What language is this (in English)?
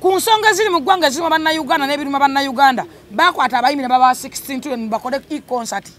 Ganda